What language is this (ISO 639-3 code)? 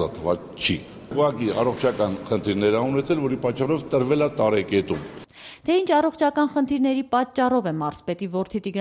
hye